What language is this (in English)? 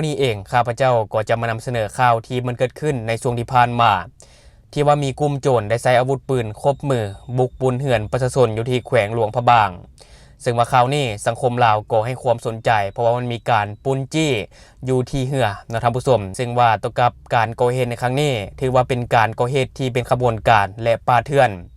Lao